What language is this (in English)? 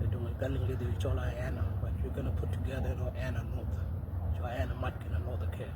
Nuer